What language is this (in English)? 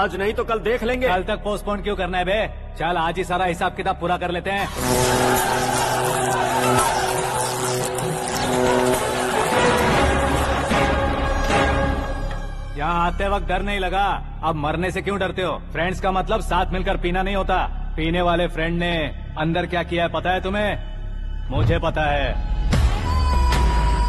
Hindi